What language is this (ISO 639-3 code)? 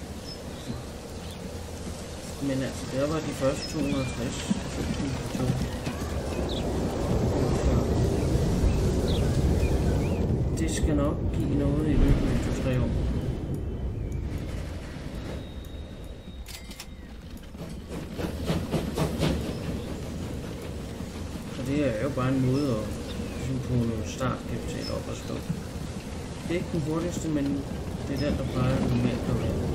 dan